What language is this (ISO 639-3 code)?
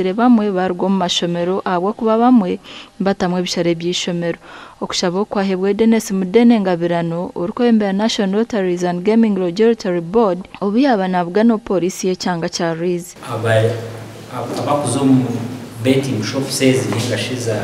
nyn